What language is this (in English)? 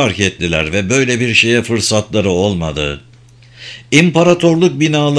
Turkish